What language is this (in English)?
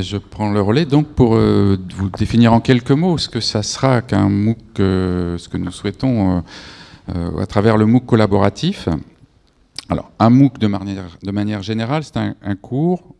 French